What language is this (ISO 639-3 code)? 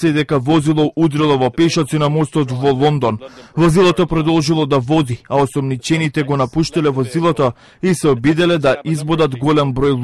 mkd